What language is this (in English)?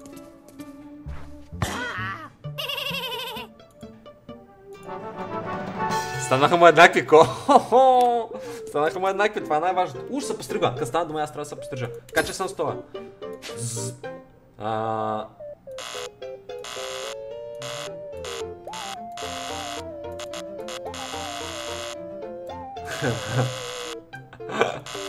Bulgarian